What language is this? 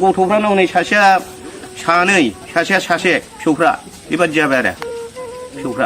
Bodo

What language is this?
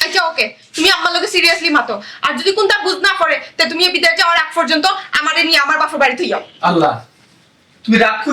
Sylheti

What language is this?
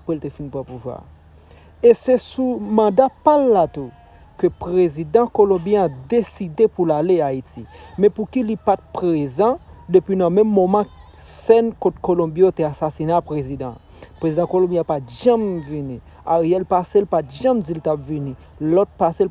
Haitian Creole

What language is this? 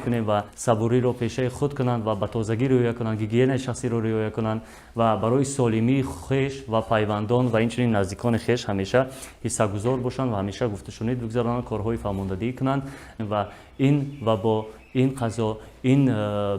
Tajik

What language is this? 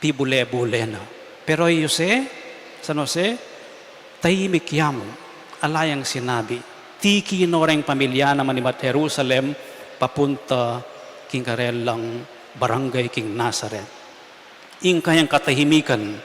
Pampanga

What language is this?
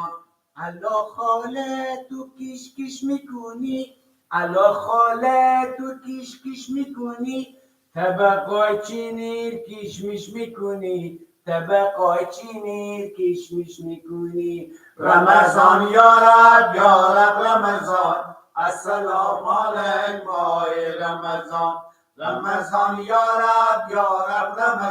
Persian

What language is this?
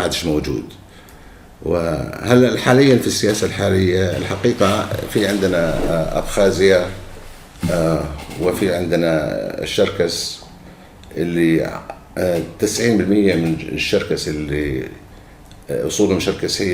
North Levantine Arabic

